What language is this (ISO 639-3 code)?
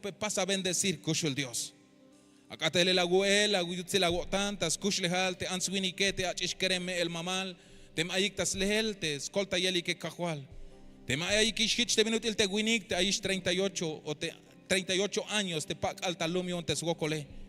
tzh